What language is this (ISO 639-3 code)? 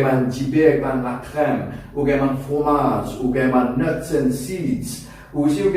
mfe